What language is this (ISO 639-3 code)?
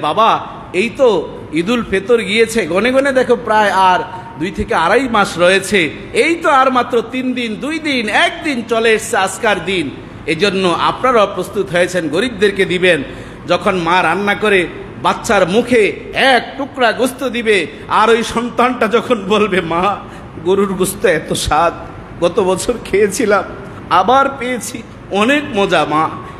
ben